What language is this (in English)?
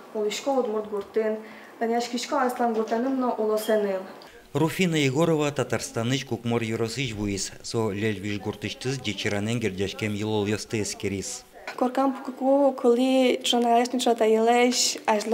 Udmurt